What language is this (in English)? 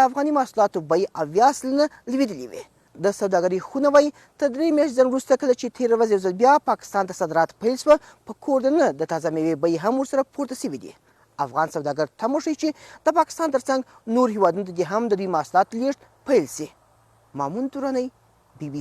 Pashto